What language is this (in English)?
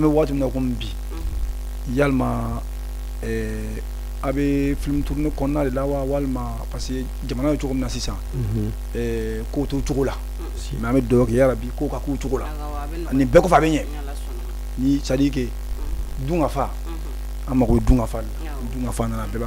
Bambara